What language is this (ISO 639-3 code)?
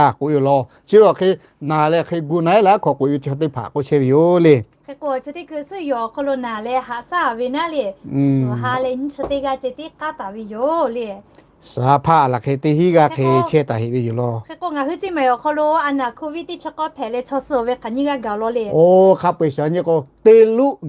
lhu